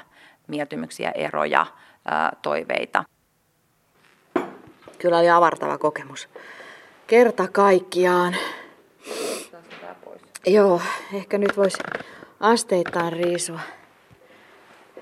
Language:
Finnish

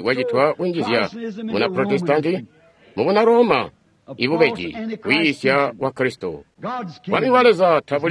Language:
Tonga (Zambia)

